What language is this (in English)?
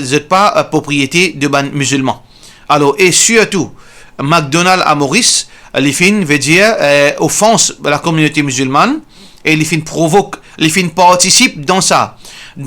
Morisyen